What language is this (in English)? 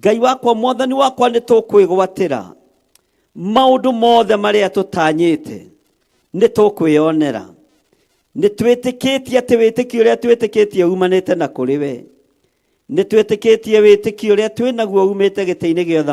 Kikuyu